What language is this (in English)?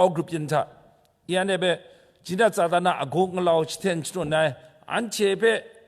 Kachin